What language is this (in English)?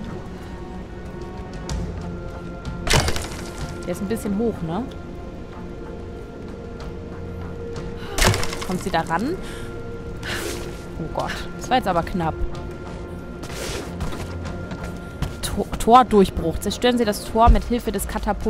German